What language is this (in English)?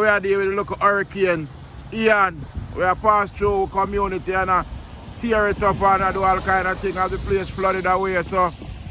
Jamaican Creole English